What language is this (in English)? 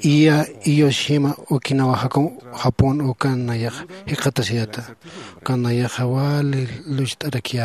Aymara